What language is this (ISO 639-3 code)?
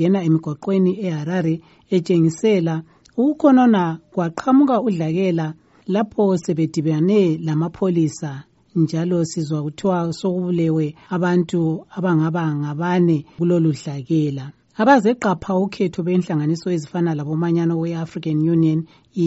nde